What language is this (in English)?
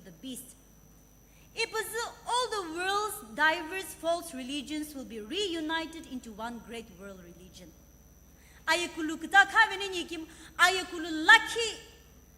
Sumi Naga